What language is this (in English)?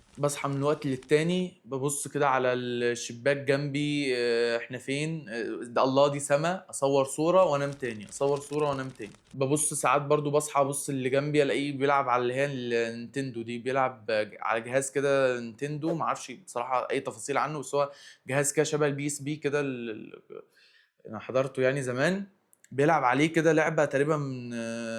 Egyptian Arabic